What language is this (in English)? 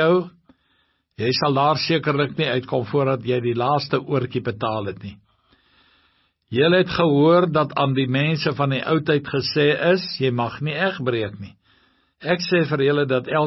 Afrikaans